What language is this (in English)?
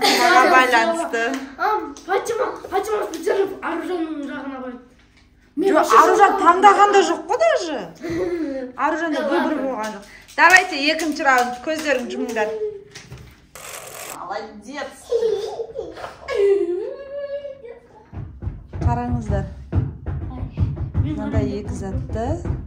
Kazakh